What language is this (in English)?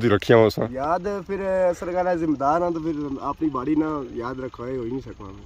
Pahari-Potwari